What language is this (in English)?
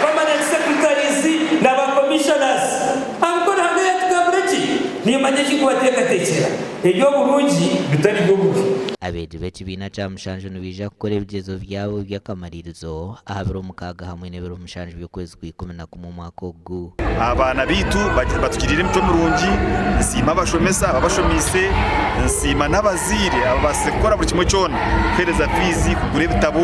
Nyankole